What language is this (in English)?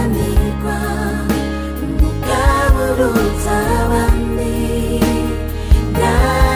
Kinyarwanda